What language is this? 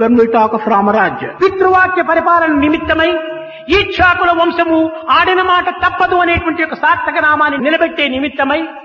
Telugu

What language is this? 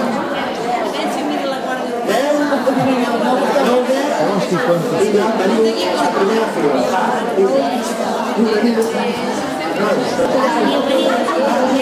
Catalan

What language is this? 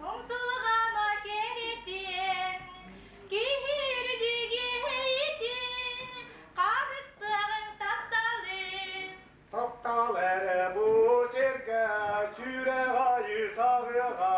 Yakut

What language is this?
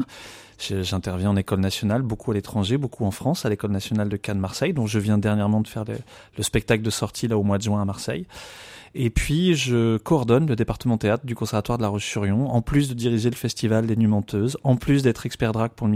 French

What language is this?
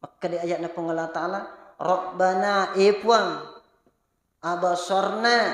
Buginese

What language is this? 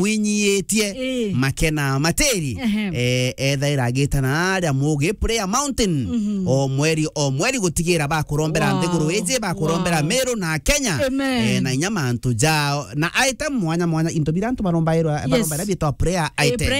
Meru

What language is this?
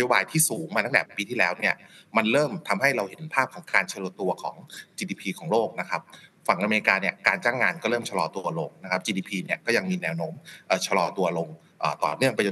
Thai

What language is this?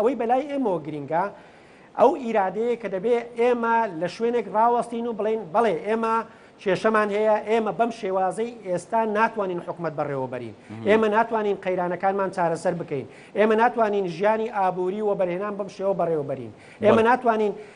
Central Kurdish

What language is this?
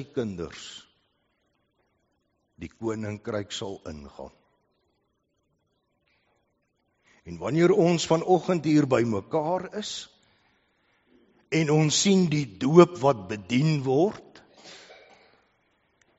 Afrikaans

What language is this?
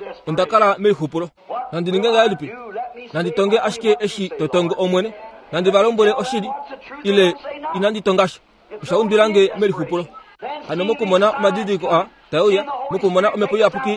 Kuanyama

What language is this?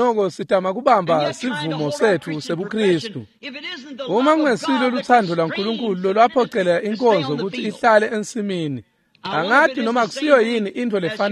Swati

